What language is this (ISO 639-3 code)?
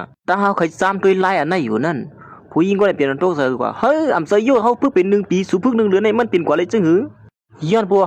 shn